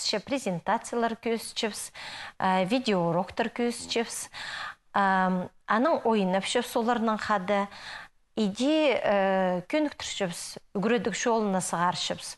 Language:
Khakas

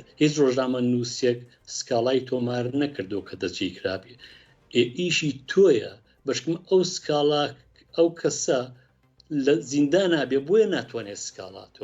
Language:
Central Kurdish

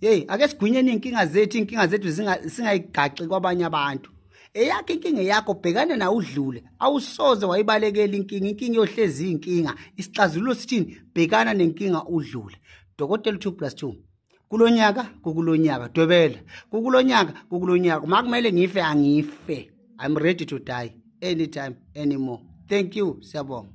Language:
Zulu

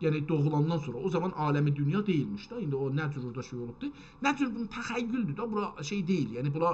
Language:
South Azerbaijani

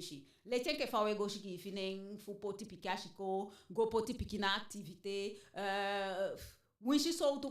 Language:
Eastern Maroon Creole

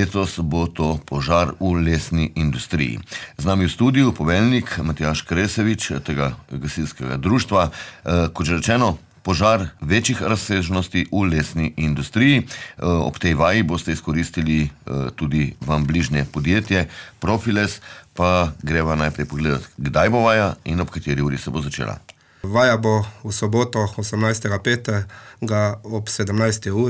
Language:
Slovenian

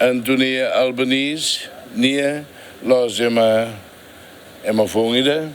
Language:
Tetum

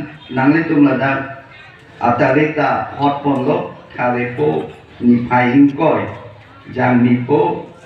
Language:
Karbi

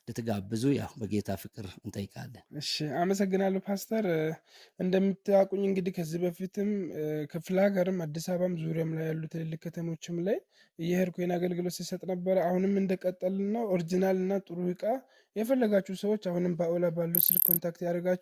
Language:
Amharic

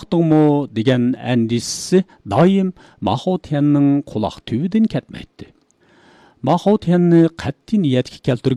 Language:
Uyghur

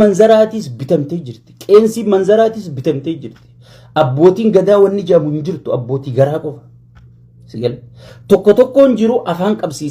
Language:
Oromo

